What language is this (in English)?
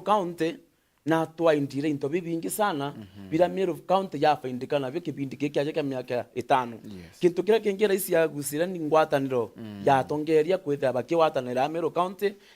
Meru